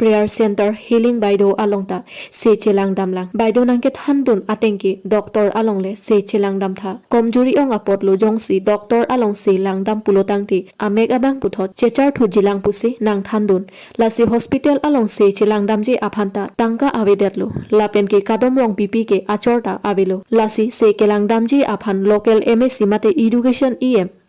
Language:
Karbi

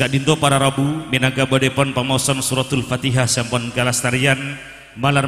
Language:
Madurese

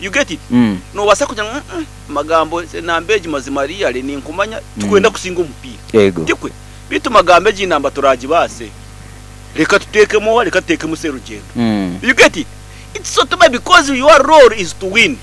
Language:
Nyankole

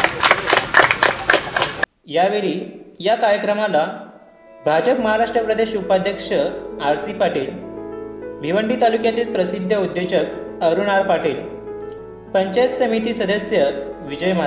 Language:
Marathi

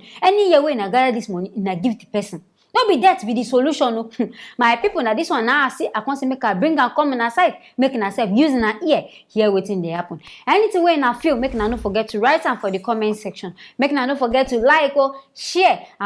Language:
Nigerian Pidgin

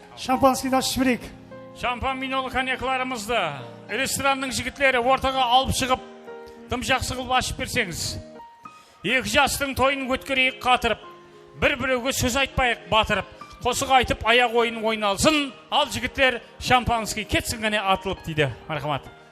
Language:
Kara-Kalpak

